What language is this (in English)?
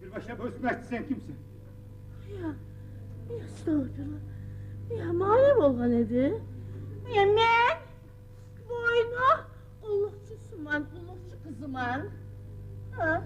Kumyk